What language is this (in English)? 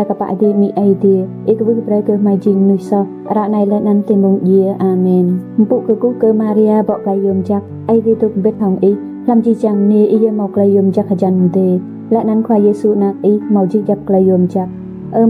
Rade